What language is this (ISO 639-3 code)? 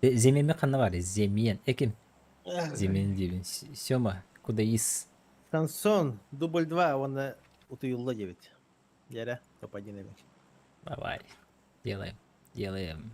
sah